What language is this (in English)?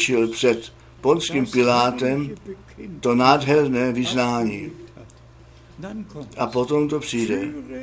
Czech